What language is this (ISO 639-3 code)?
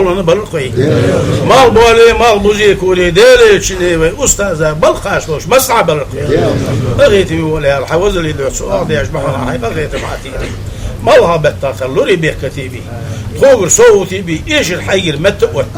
inh